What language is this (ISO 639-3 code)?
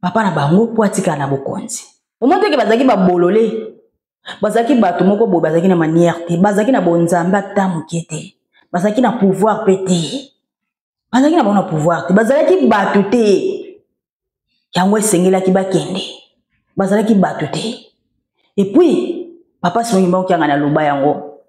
lin